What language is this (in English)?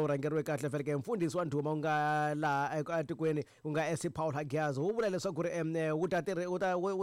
Tsonga